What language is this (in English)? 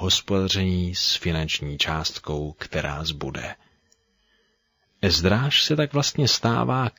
Czech